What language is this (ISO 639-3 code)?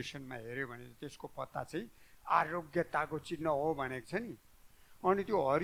nep